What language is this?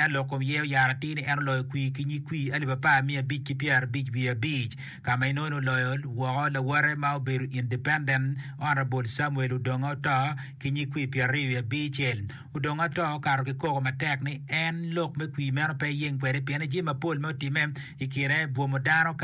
Acoli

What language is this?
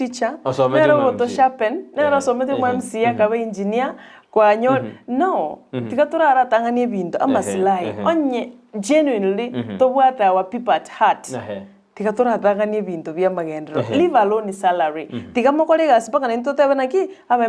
Gusii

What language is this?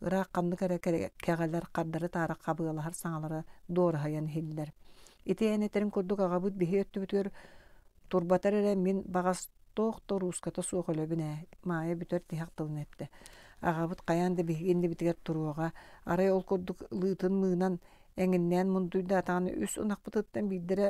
Yakut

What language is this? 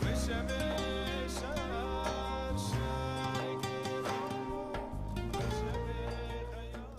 Kurdish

